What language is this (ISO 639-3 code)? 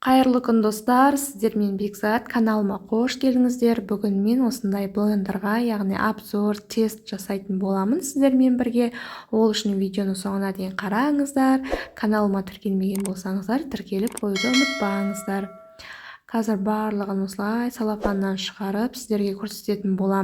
kaz